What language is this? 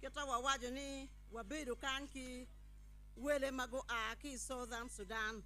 Acoli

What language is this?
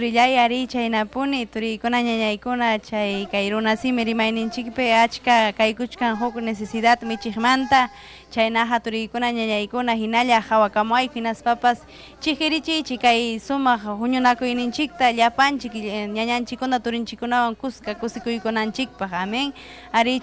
Ayacucho Quechua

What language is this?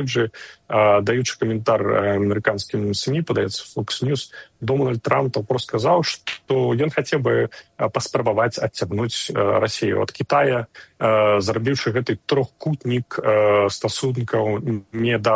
Belarusian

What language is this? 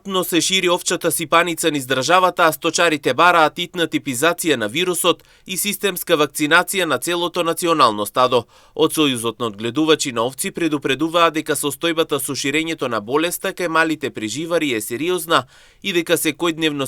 Macedonian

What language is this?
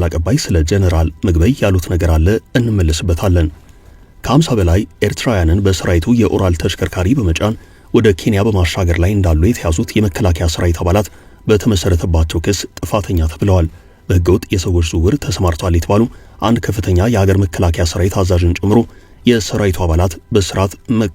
Amharic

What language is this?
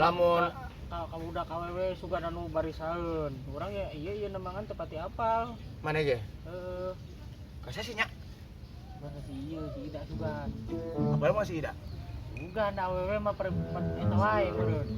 Sundanese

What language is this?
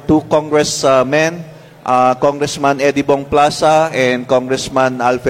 Filipino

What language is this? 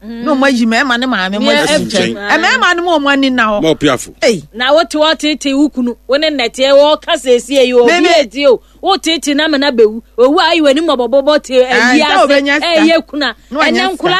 Akan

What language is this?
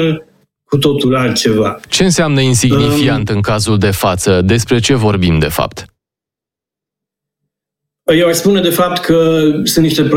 Romanian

